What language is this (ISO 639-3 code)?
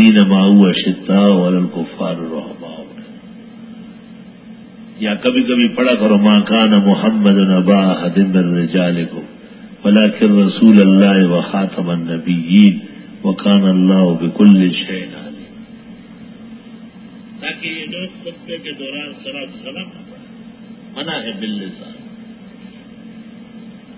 urd